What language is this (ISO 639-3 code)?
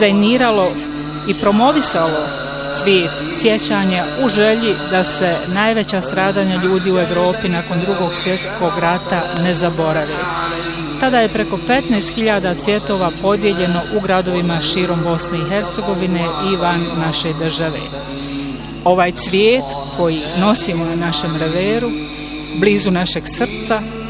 bos